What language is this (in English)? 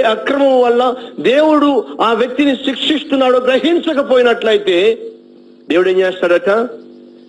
Telugu